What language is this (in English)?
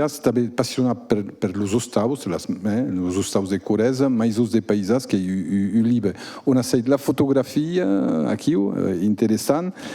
Occitan